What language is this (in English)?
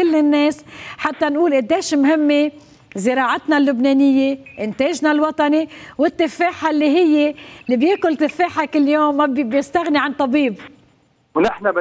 North Levantine Arabic